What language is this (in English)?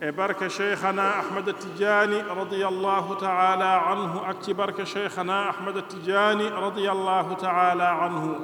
Fula